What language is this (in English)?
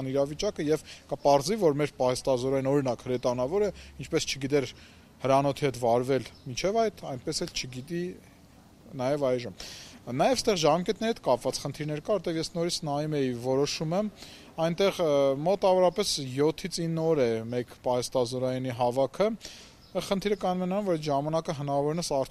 Armenian